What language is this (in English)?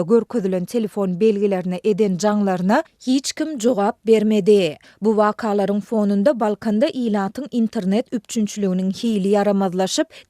Turkmen